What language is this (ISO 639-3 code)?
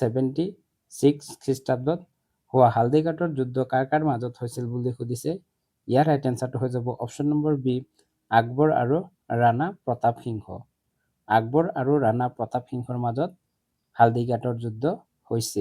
asm